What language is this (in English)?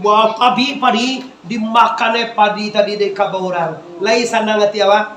Minangkabau